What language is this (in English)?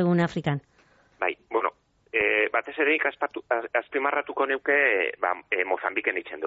Basque